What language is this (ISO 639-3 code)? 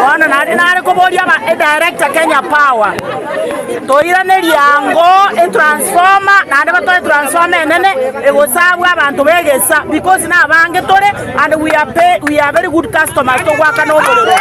guz